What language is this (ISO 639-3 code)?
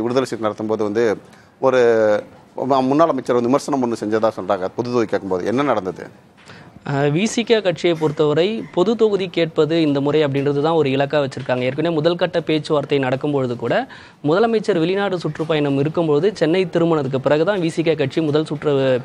tam